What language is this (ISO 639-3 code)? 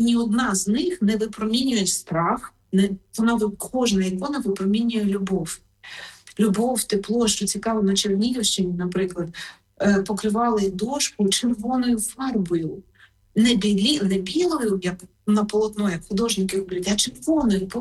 ukr